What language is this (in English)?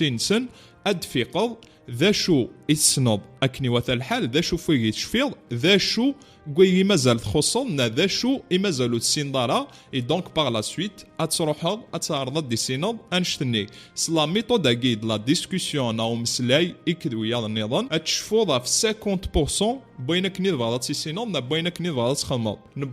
Kabyle